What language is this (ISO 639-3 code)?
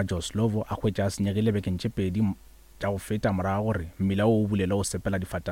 nso